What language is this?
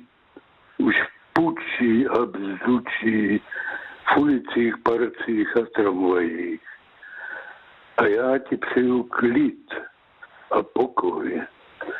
Czech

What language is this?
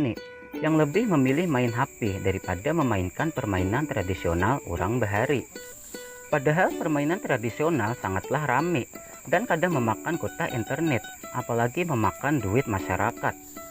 Banjar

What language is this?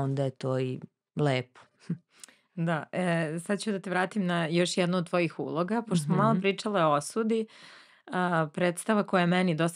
Serbian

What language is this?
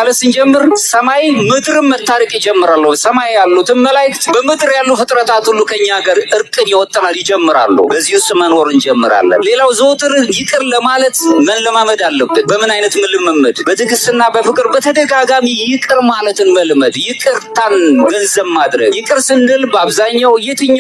Amharic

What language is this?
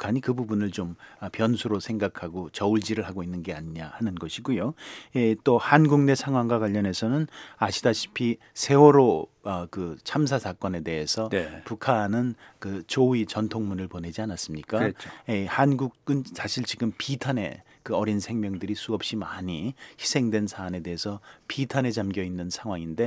Korean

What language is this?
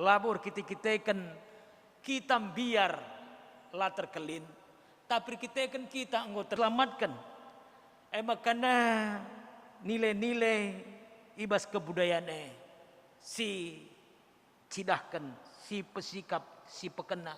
Batak Karo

